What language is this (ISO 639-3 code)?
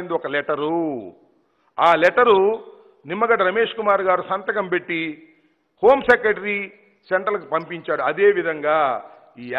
tel